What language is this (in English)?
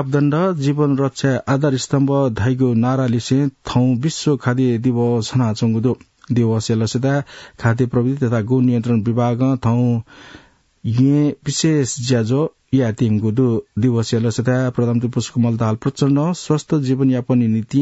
Newari